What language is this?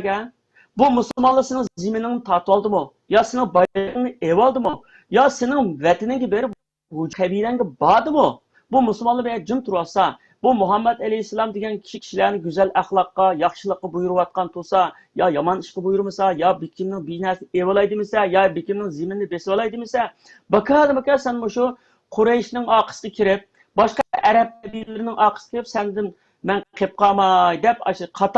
Uyghur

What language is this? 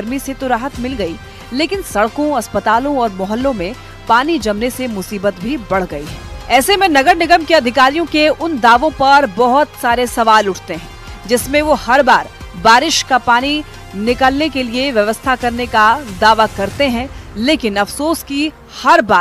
Hindi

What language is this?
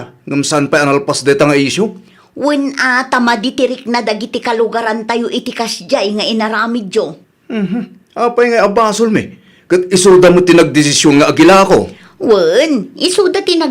Iloko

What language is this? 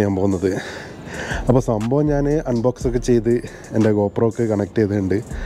Malayalam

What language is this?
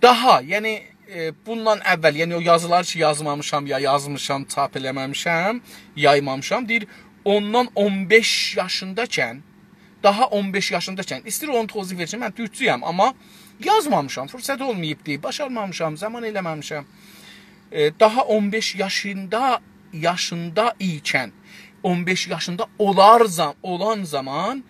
South Azerbaijani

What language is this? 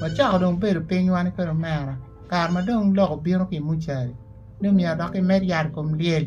Acoli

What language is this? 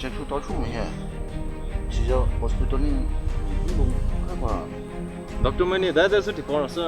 Poumei Naga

